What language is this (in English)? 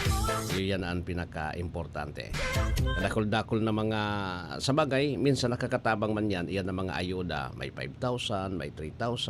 Bikol